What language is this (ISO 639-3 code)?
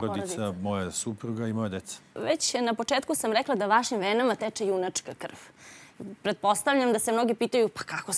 srp